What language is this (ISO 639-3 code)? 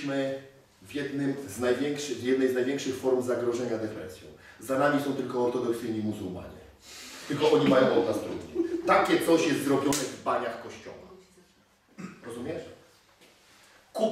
pol